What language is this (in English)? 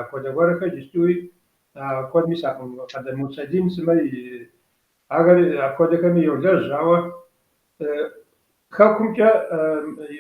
Kabardian